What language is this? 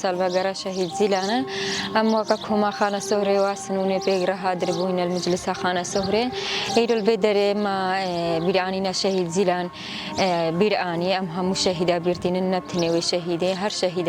Kurdish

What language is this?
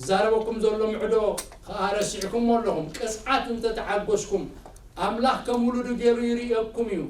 Tigrinya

